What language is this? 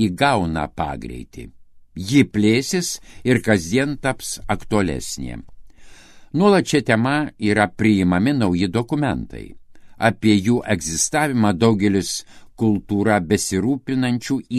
Lithuanian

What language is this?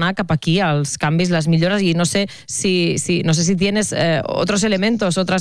Catalan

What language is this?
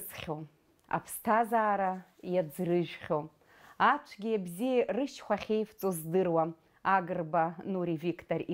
Abkhazian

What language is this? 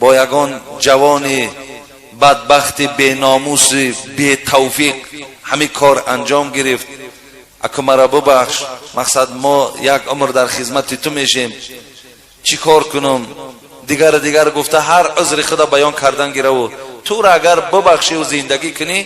Tajik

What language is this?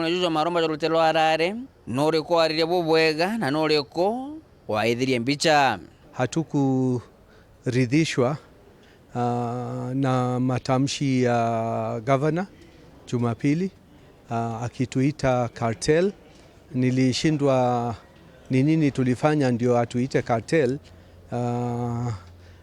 Meru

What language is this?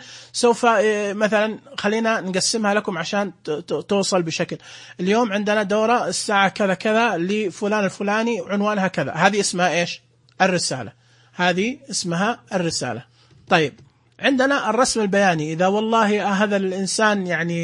Najdi Arabic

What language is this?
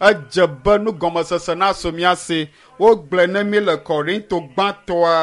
Ewe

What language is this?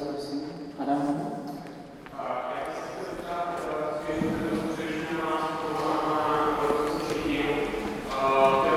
Czech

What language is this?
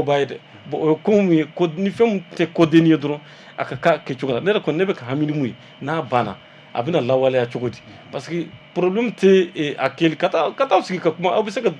Bambara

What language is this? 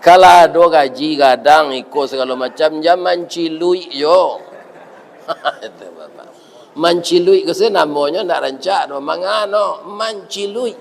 Minangkabau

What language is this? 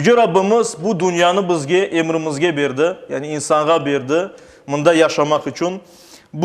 Crimean Tatar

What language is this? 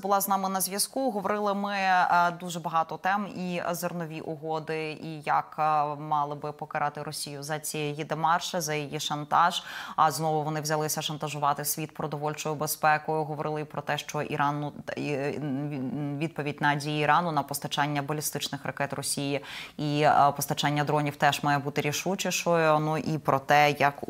Ukrainian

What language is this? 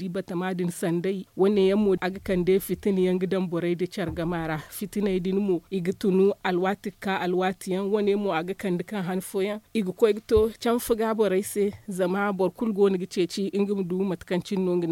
Zarma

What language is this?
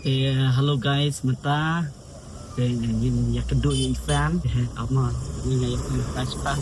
Khasi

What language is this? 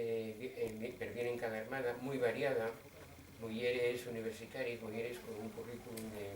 Asturian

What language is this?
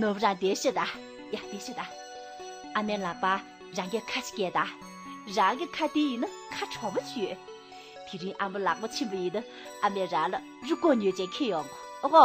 Tibetan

